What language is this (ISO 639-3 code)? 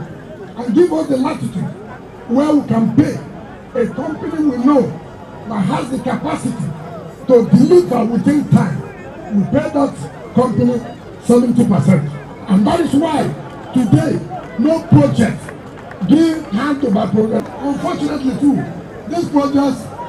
pcm